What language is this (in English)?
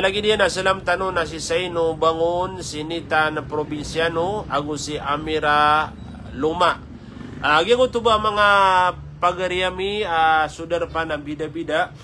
Maranao